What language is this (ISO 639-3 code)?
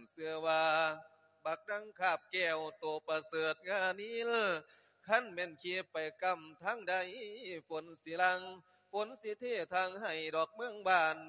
lao